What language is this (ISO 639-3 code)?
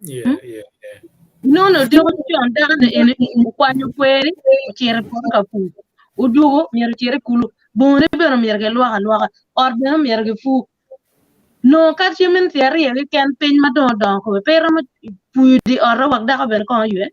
ach